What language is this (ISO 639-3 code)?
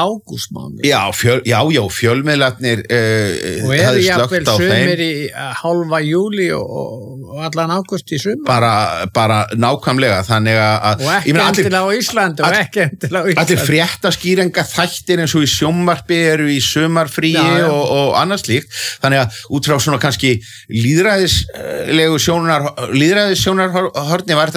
isl